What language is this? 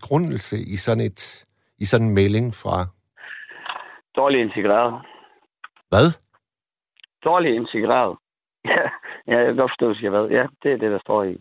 Danish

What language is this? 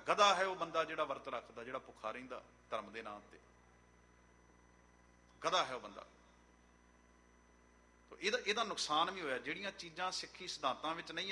Punjabi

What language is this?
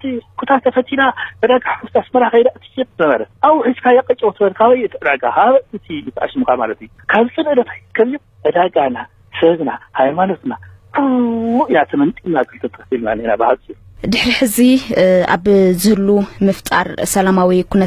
Tigrinya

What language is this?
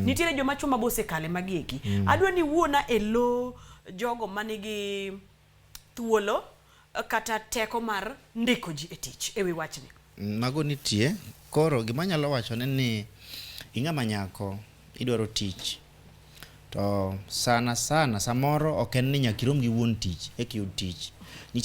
Luo (Kenya and Tanzania)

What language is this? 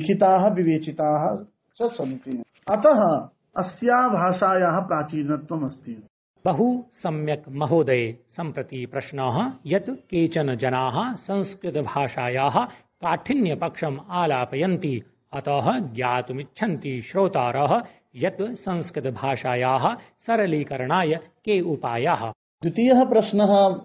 Sanskrit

